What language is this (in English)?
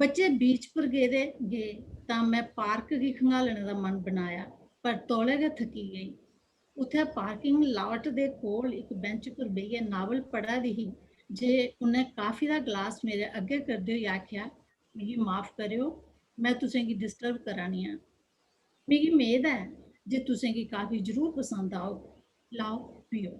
Dogri